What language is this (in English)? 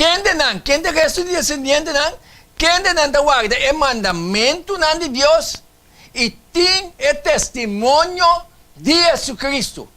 Papiamento